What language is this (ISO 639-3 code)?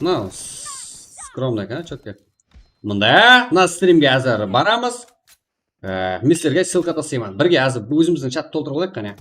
kaa